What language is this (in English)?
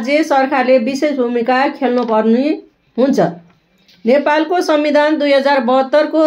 Nepali